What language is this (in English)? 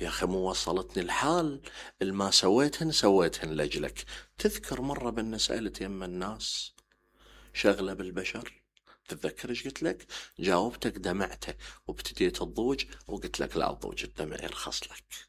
Mesopotamian Arabic